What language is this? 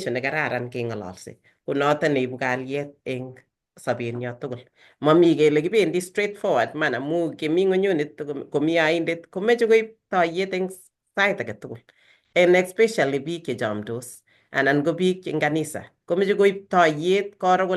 Kalenjin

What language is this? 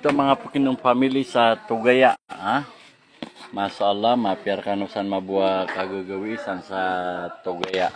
Maranao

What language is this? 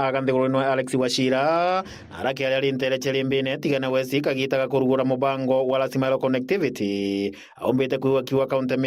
Meru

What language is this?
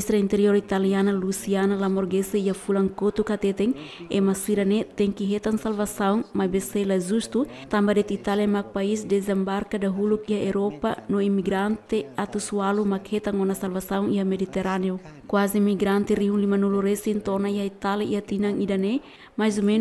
Tetum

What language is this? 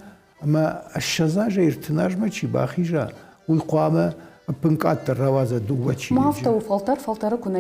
Ossetic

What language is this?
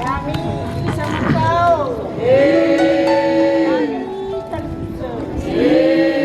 Nias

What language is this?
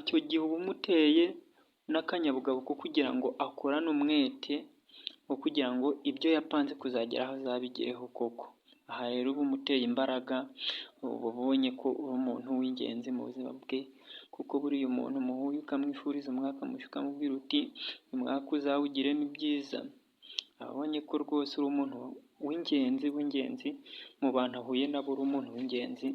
Kinyarwanda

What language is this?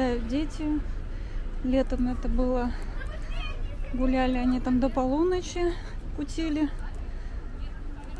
Russian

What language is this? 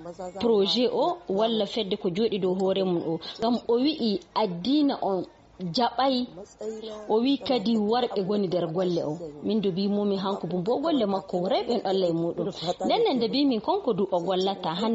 Fula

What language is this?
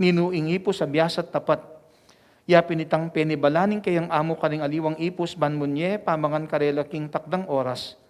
Pampanga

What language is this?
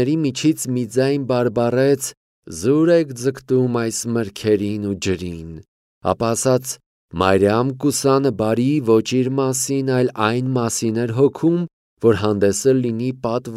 Armenian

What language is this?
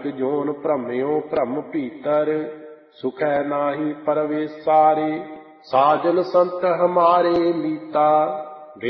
Punjabi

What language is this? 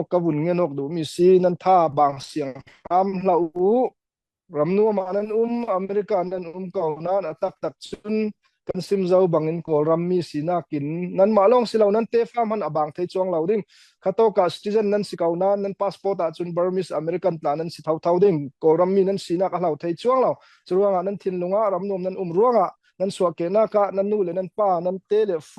Falam Chin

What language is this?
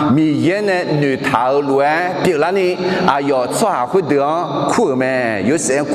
Akha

